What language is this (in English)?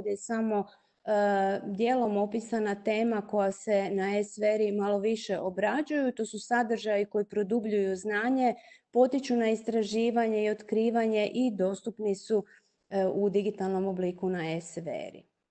Croatian